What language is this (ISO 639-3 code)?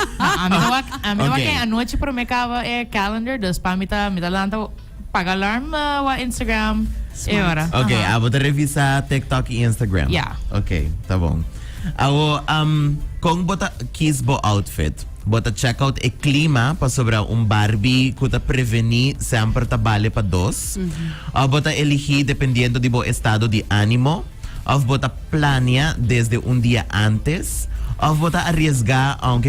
pap